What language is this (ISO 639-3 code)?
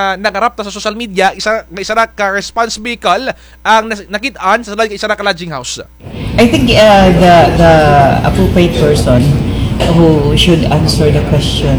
krj